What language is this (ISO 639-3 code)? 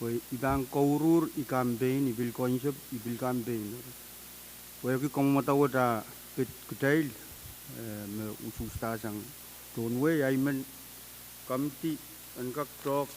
pon